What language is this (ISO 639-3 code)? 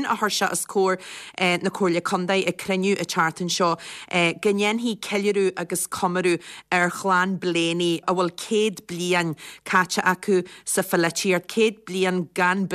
gle